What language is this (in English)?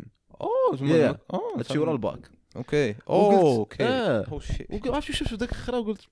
Moroccan Arabic